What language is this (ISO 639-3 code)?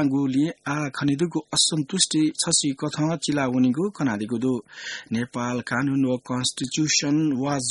new